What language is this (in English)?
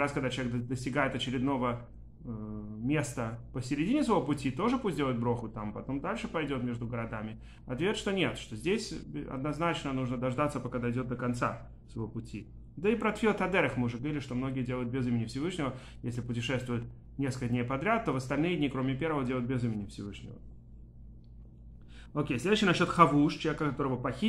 Russian